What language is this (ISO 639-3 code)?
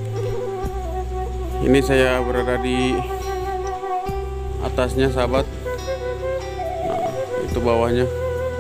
ind